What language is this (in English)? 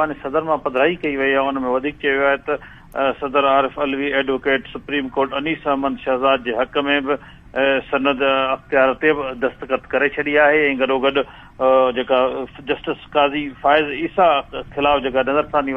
Sindhi